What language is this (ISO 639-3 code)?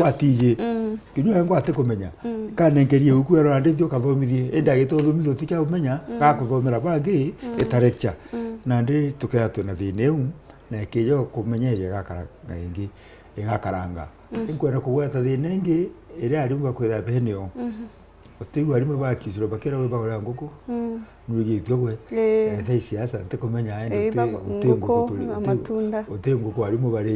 mer